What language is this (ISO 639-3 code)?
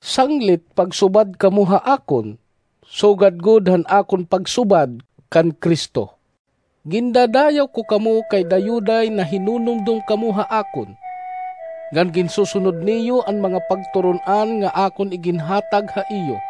war